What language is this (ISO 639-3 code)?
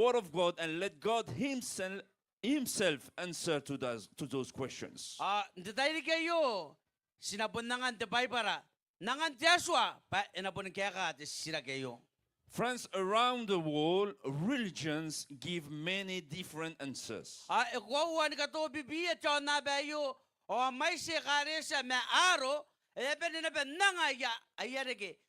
gil